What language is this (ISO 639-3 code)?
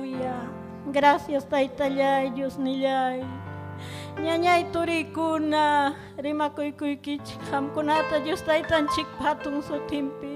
quy